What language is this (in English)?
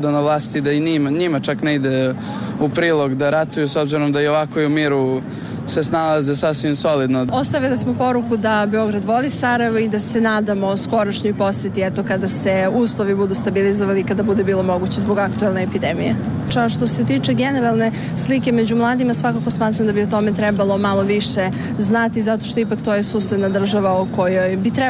Serbian